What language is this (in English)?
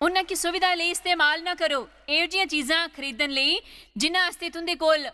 Dogri